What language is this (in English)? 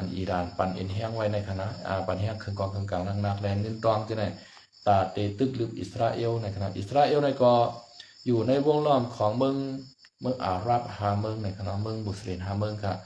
Shan